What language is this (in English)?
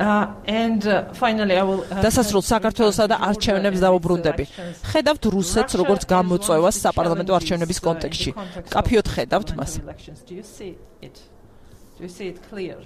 Georgian